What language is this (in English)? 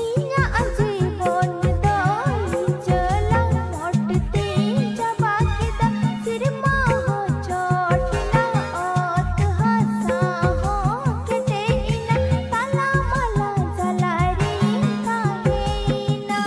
Santali